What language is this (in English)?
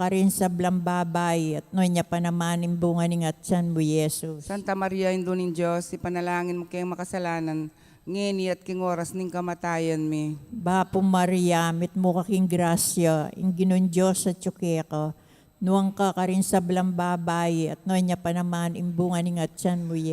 Pampanga